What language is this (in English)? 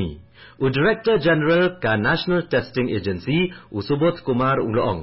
Khasi